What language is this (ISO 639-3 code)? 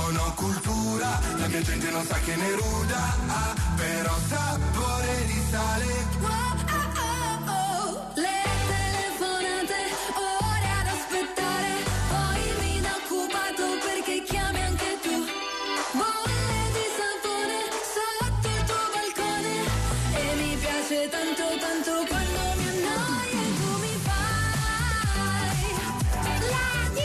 ita